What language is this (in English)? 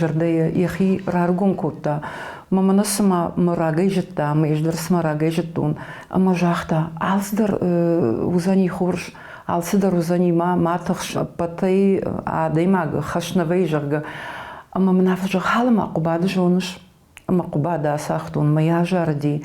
Ossetic